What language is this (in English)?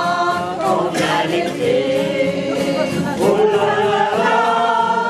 French